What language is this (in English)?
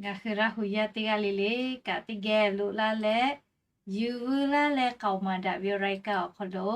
Lahu